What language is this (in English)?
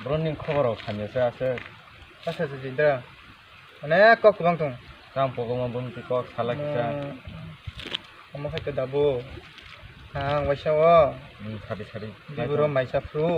Kok Borok